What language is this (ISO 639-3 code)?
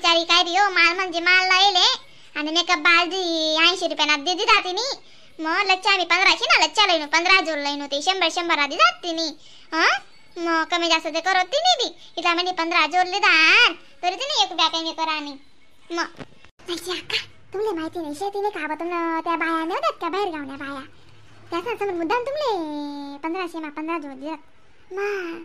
khn